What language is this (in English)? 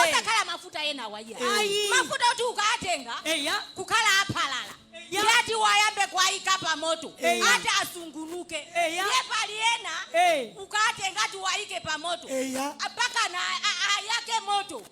Nyanja